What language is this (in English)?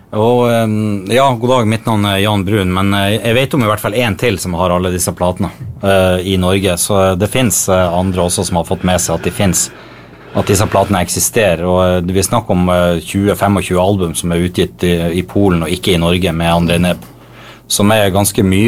Norwegian